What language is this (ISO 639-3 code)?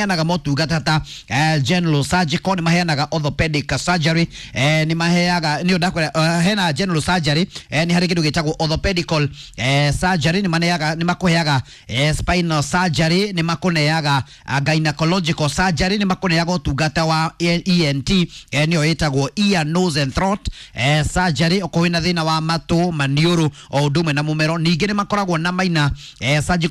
kik